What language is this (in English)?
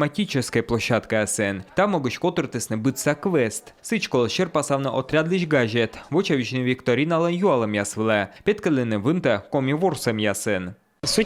Komi